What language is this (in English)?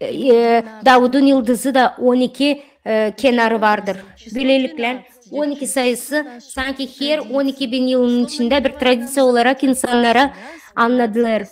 Gagauz